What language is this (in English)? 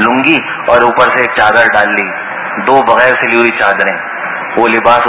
Urdu